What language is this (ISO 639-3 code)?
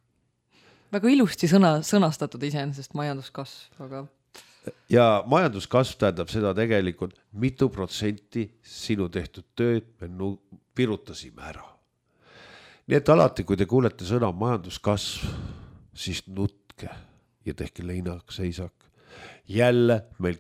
est